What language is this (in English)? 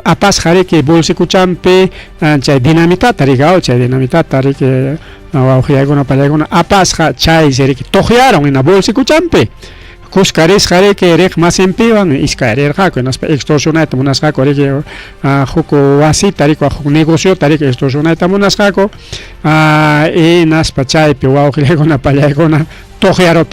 Ayacucho Quechua